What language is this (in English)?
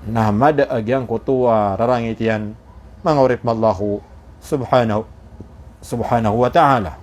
Maranao